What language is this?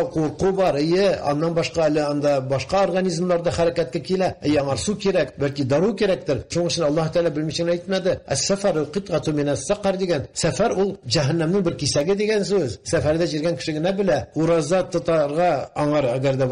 Tatar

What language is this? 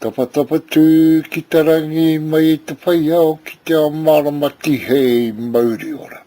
Māori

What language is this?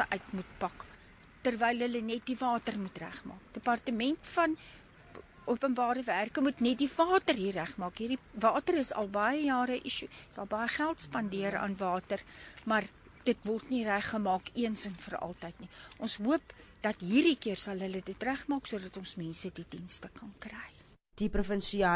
Afrikaans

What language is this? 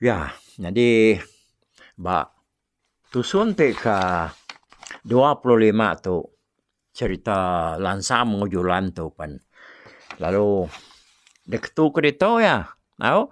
Iban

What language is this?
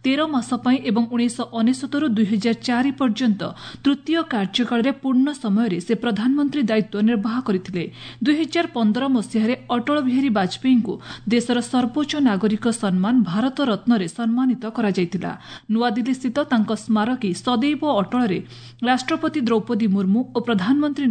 Odia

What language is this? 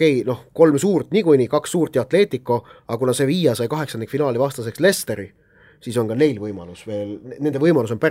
Estonian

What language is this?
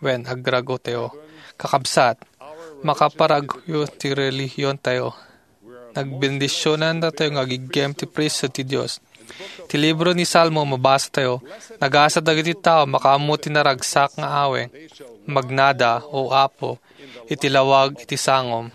Iloko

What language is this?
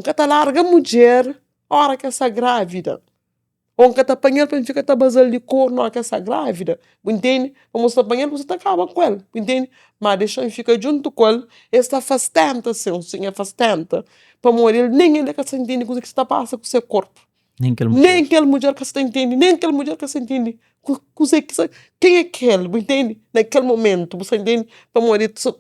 Kabuverdianu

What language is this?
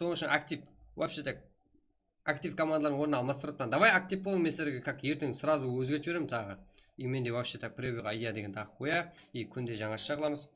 Kara-Kalpak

